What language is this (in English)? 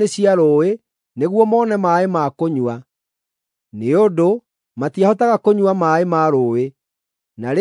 Kikuyu